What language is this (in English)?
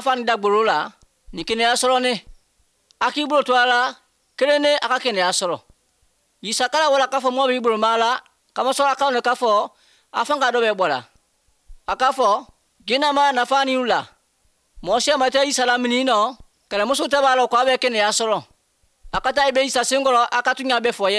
Bambara